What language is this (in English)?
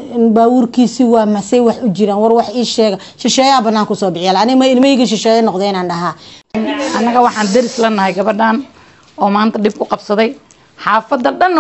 Somali